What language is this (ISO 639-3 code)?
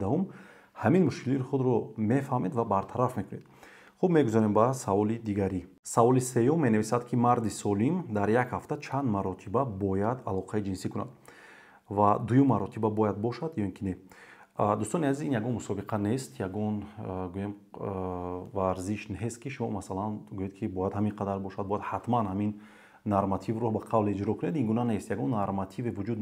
tgk